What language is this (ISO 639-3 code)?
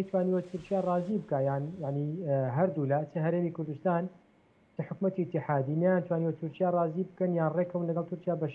ckb